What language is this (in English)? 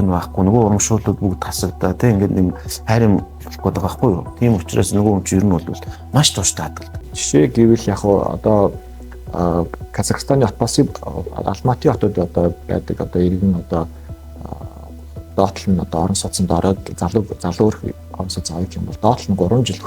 Mongolian